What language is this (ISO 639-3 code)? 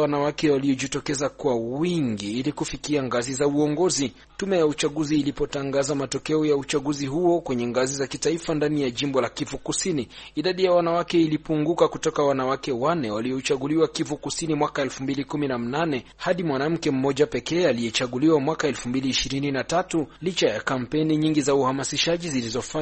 swa